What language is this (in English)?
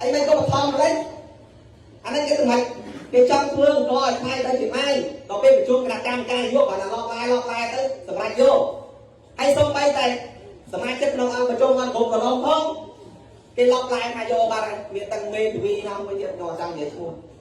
Khmer